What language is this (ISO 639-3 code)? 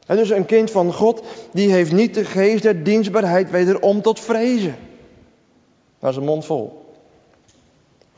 nld